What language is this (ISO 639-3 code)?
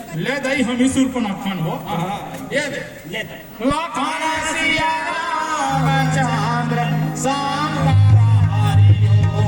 hne